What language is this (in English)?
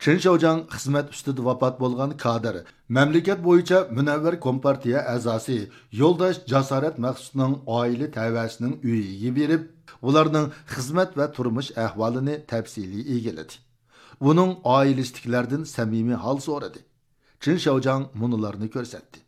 Uyghur